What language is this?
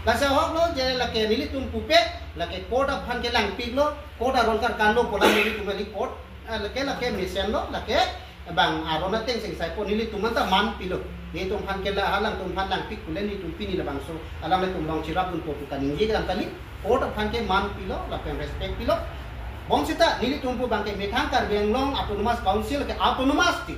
Karbi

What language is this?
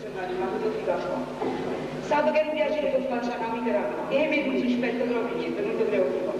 Neapolitan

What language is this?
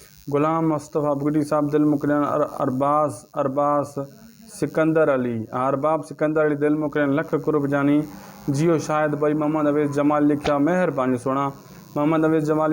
Sindhi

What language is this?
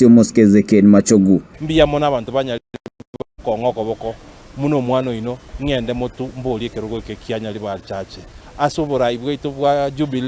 Gusii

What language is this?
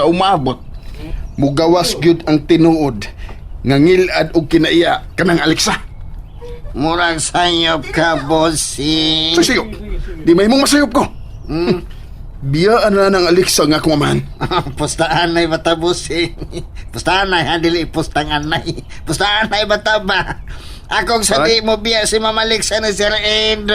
Cebuano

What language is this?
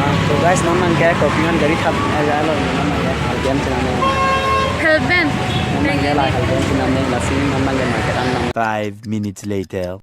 Karbi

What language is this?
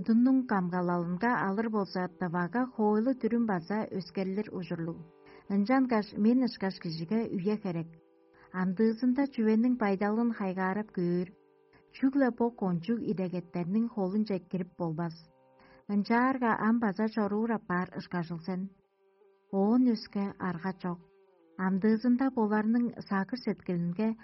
Tuvinian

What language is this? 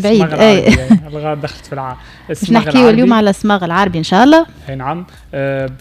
Tunisian Arabic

